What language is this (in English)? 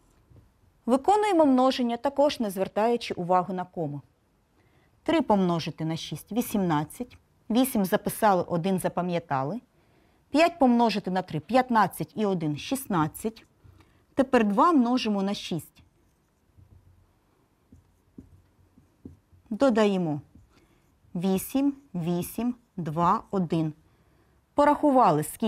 Ukrainian